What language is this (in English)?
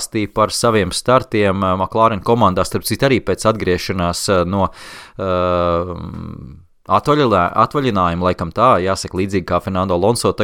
Latvian